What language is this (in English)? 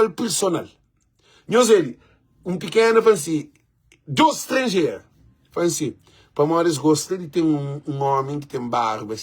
Kabuverdianu